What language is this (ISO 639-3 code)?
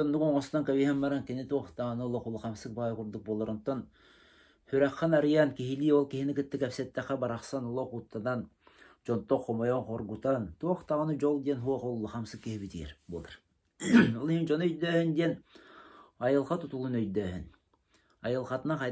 sah